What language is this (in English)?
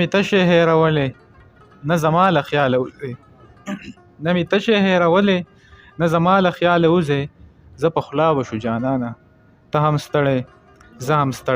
Pashto